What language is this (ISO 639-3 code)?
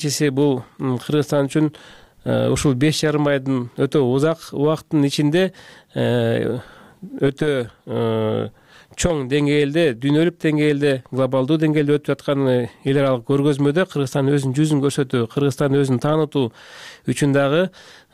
kir